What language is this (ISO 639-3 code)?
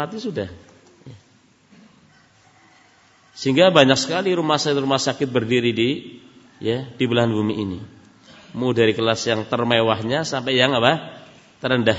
ind